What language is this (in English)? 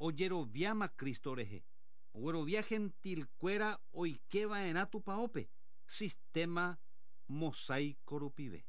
Guarani